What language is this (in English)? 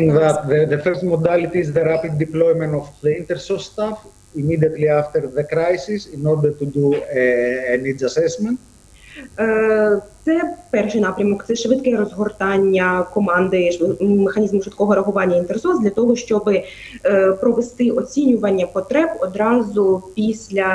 Ukrainian